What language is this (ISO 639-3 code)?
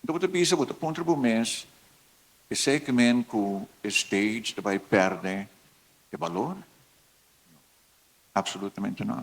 pap